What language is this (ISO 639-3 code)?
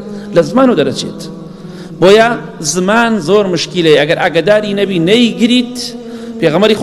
ckb